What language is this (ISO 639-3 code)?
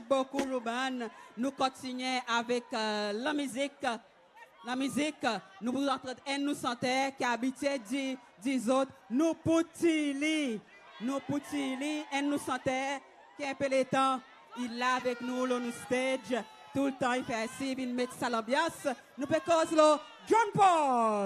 crs